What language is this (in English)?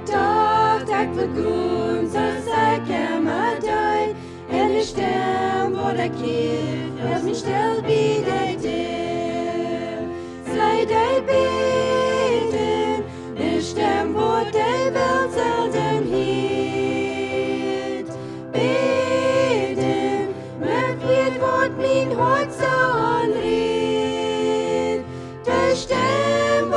Plautdietsch